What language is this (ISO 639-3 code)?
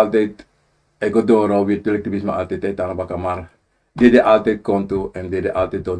srn